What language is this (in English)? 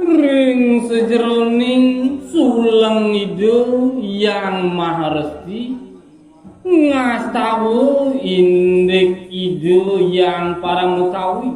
Balinese